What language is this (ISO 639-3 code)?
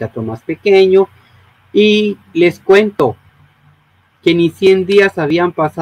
spa